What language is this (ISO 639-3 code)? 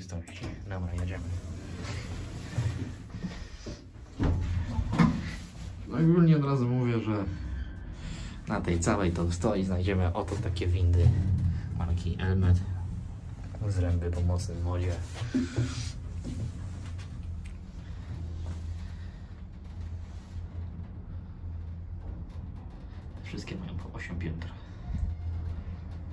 pol